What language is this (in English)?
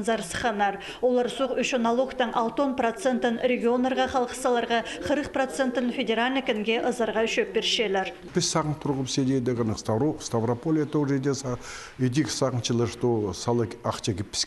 Khakas